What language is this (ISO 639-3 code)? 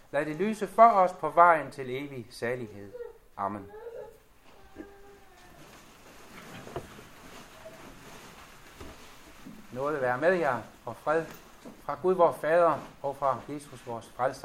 dan